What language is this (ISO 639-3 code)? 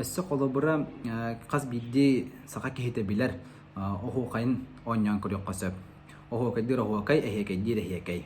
sah